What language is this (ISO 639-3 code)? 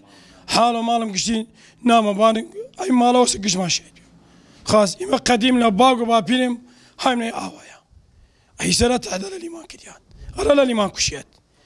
ckb